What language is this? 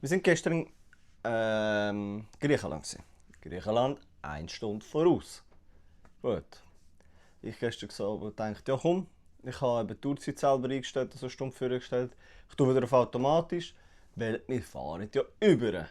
Swiss German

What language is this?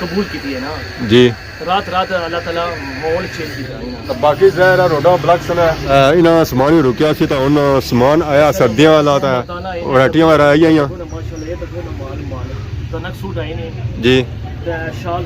Pahari-Potwari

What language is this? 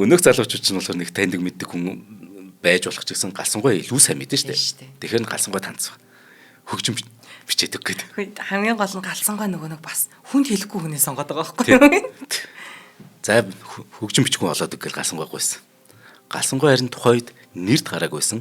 Mongolian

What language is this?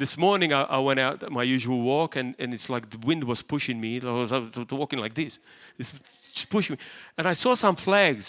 English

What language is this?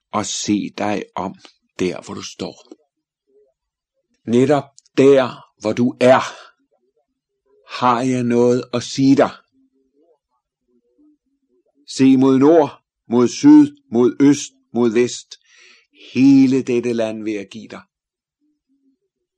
Danish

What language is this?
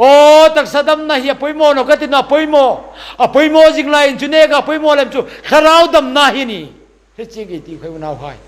Hmar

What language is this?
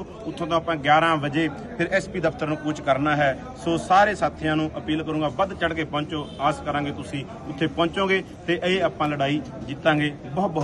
Punjabi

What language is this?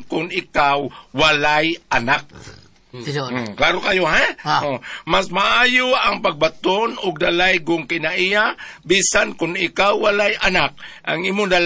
Cebuano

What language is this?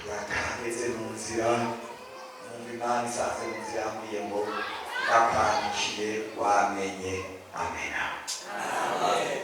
Rundi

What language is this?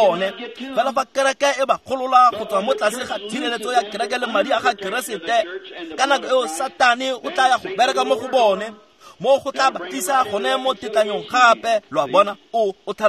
Tswana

